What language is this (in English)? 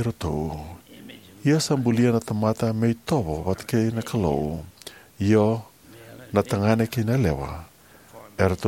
Fijian